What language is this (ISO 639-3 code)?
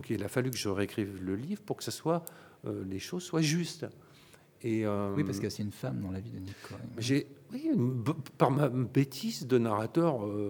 fra